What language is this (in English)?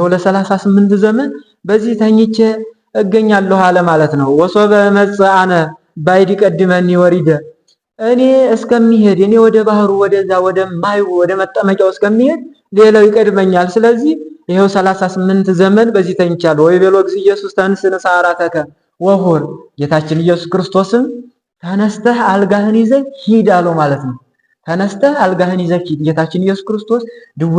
Amharic